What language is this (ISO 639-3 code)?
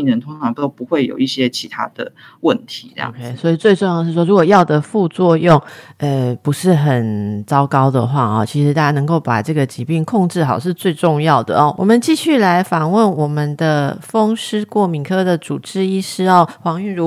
zho